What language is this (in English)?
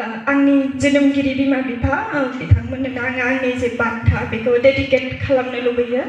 Bodo